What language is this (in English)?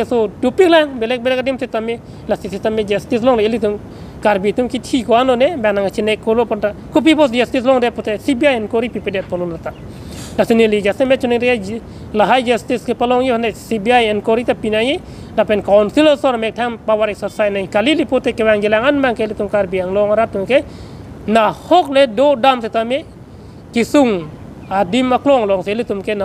Karbi